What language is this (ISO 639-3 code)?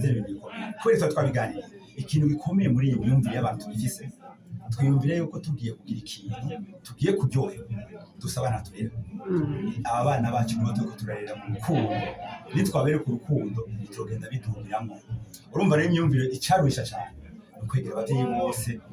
run